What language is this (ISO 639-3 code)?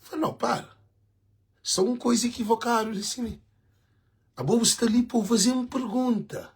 kea